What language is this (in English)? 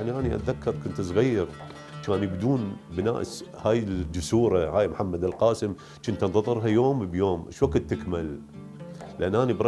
Mesopotamian Arabic